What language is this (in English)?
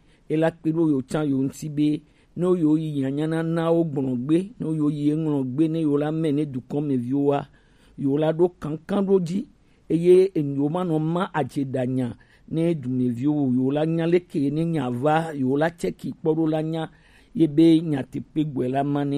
Gen